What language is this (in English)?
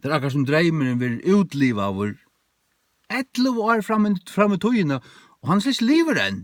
Faroese